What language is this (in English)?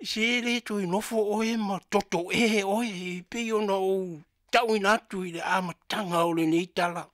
Samoan